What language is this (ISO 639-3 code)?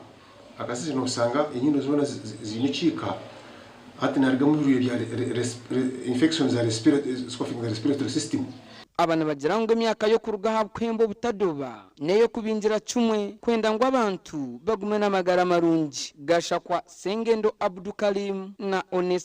nyn